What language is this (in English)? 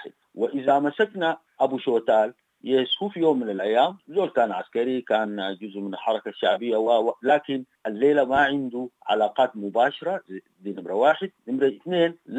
Sudanese Arabic